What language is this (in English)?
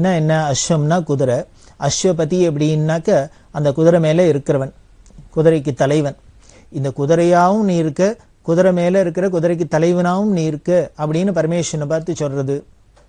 Tamil